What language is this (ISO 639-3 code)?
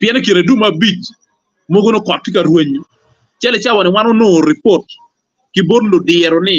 ach